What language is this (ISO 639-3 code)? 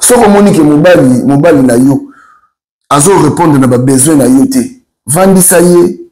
lin